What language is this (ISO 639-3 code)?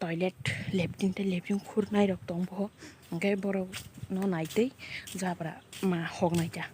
trp